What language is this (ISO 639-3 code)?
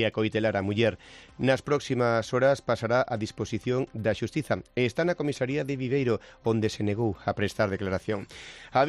glg